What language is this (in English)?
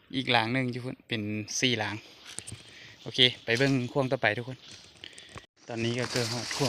Lao